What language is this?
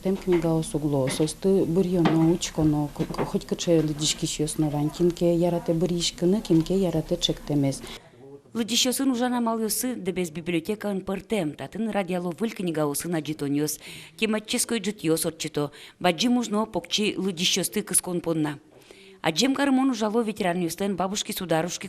Udmurt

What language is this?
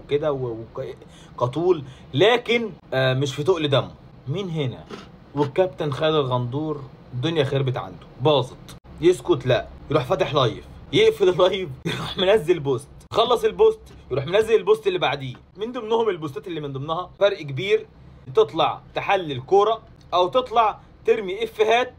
Egyptian Arabic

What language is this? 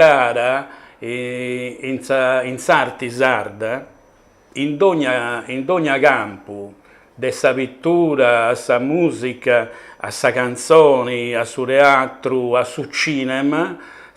Sardinian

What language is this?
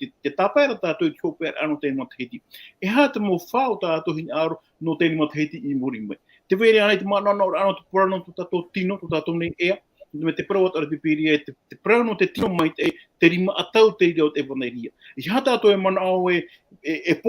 Tahitian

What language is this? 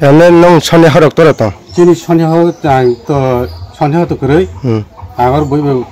Kok Borok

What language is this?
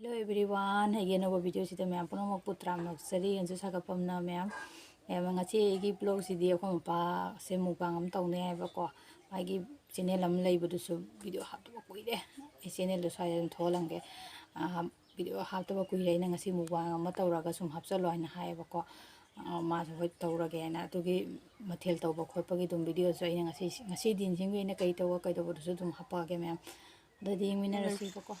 Manipuri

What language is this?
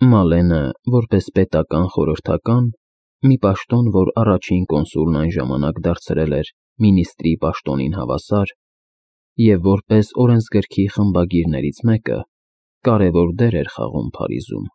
Armenian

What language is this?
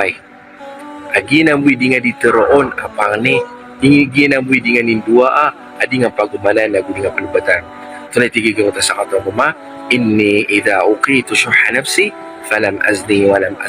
Maranao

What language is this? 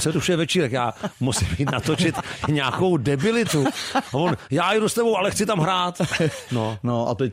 Czech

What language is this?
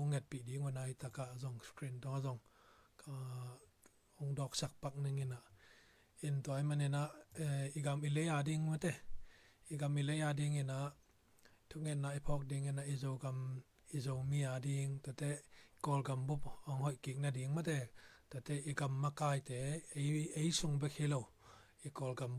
Tedim Chin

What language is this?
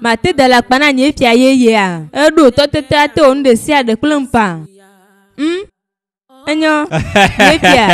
Ewe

